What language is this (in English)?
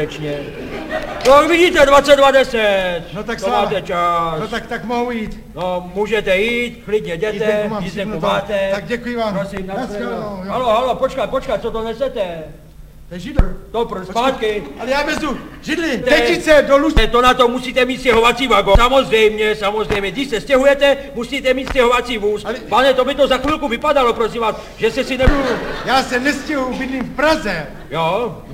Czech